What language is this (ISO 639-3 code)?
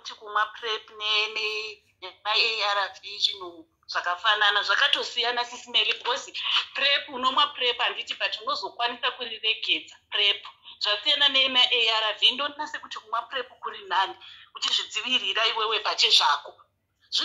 sna